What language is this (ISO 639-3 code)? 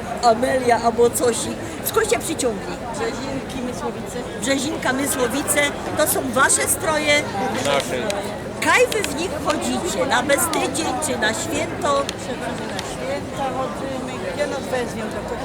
szl